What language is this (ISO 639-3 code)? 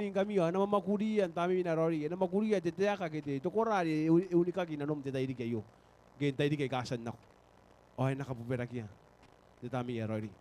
gil